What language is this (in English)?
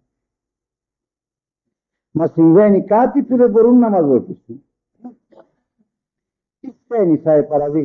Greek